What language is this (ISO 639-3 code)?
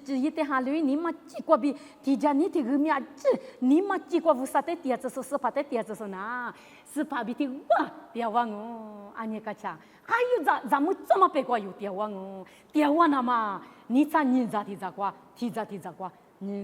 lis